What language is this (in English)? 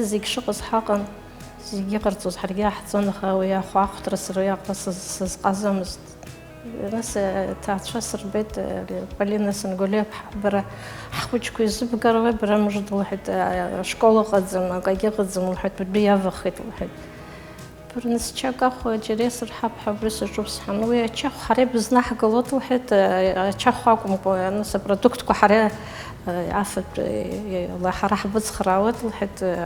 Abkhazian